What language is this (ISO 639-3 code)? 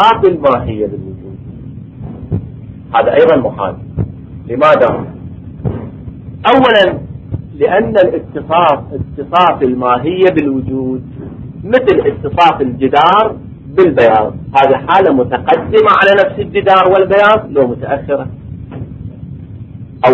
ara